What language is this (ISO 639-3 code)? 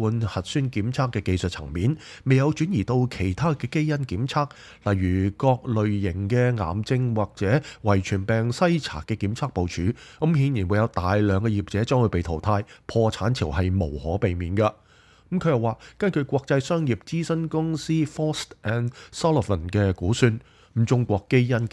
yue